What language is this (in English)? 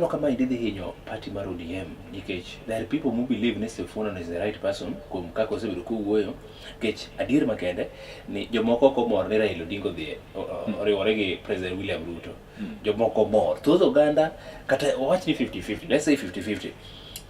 Luo (Kenya and Tanzania)